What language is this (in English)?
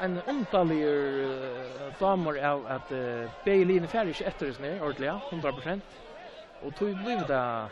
Faroese